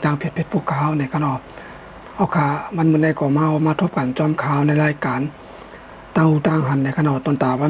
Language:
Shan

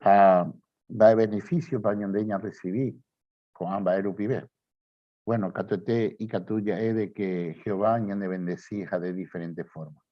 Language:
Guarani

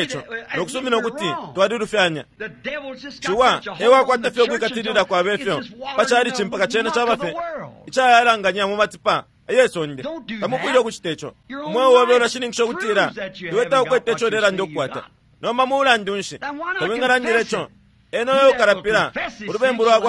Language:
Bemba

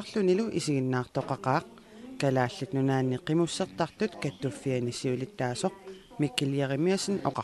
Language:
Kalaallisut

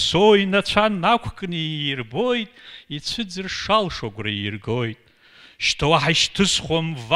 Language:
Abkhazian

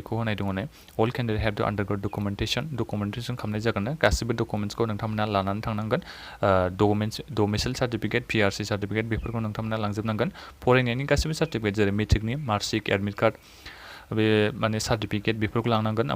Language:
Bodo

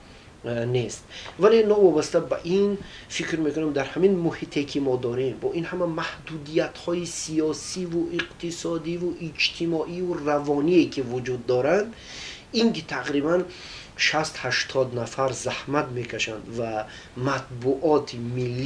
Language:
Tajik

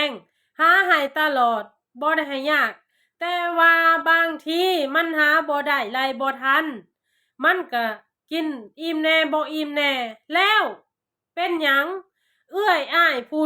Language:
Lao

